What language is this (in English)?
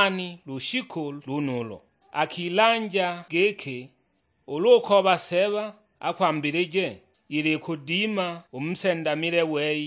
Sukuma